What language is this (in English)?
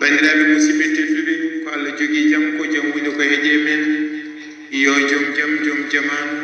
Fula